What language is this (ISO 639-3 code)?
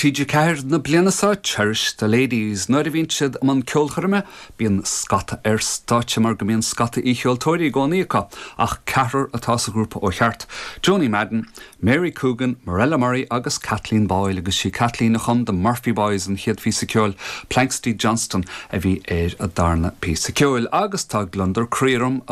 gle